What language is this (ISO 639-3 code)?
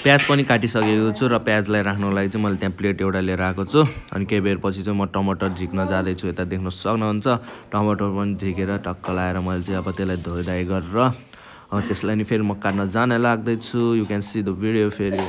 nep